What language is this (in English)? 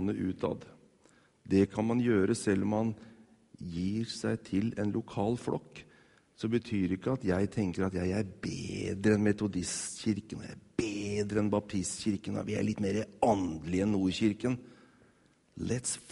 Norwegian